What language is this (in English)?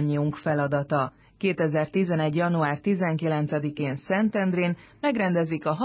Hungarian